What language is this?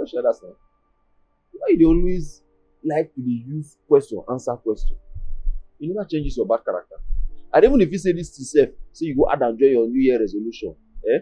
Nigerian Pidgin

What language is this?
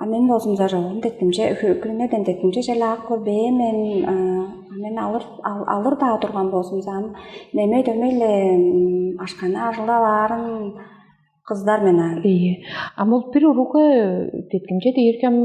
Tuvinian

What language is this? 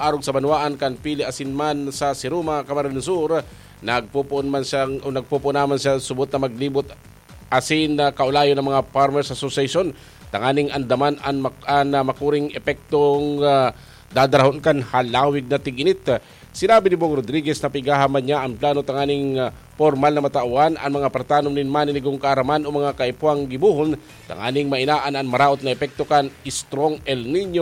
Bikol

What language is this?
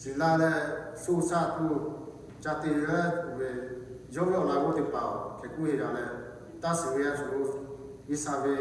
Lahu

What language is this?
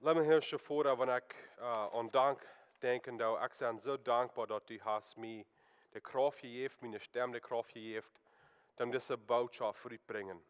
Plautdietsch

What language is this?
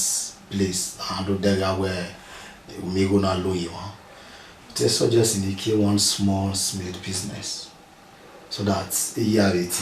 Bini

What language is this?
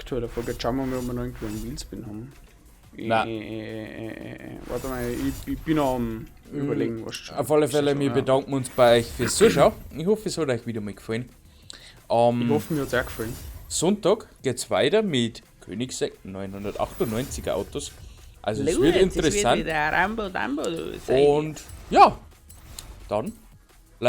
Bavarian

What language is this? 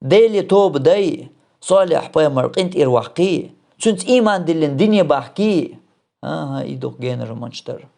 Chechen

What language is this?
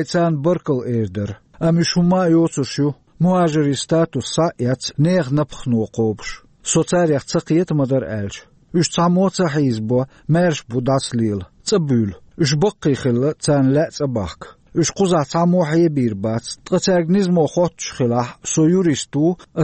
Chechen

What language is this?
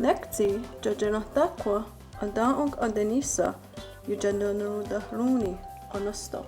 Mohawk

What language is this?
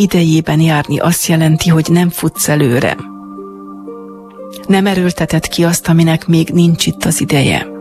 Hungarian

